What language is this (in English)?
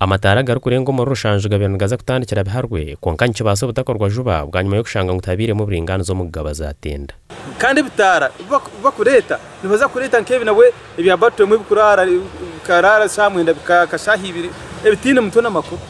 Nyankole